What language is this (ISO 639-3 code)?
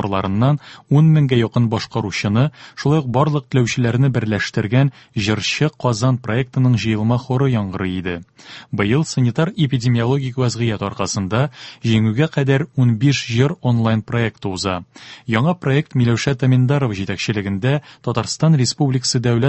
tat